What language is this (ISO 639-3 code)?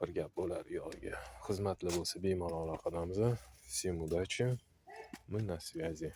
uzb